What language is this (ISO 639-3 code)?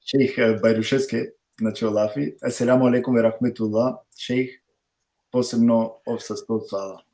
rmn